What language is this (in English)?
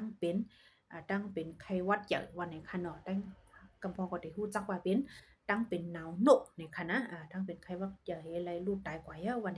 Shan